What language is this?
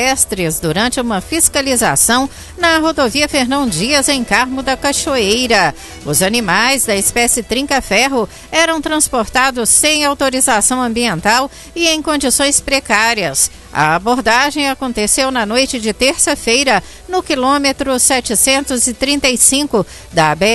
Portuguese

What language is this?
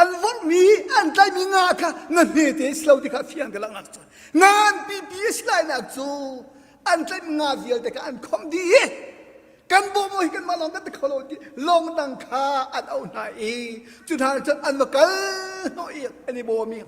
Hakha Chin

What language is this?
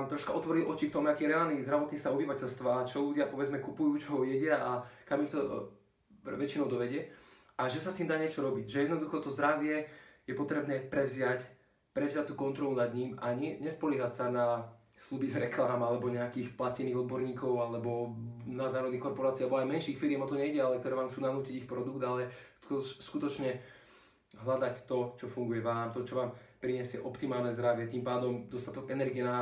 Slovak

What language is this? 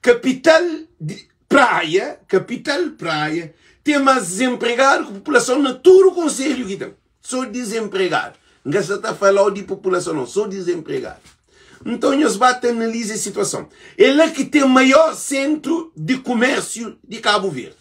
Kabuverdianu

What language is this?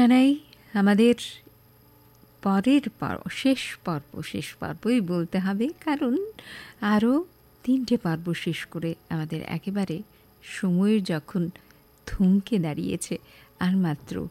Bangla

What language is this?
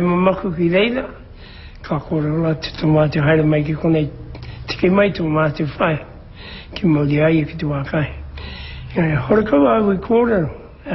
Māori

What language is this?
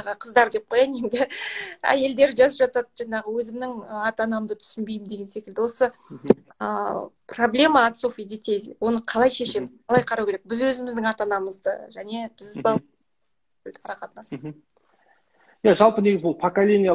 Kazakh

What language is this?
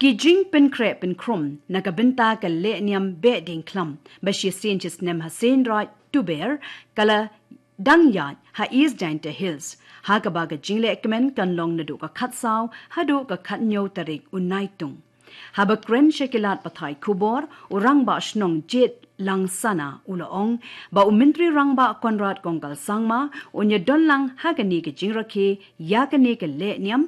Khasi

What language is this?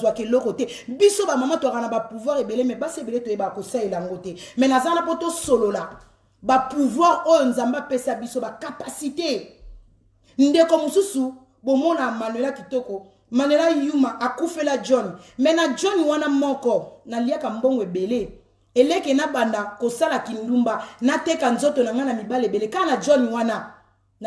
Lingala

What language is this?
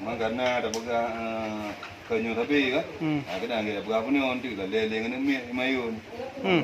Achinese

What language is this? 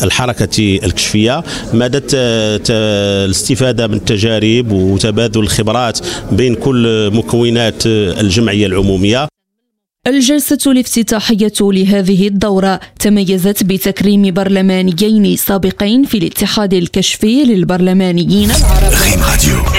Arabic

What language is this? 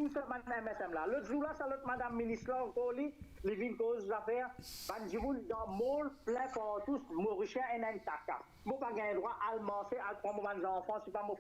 Morisyen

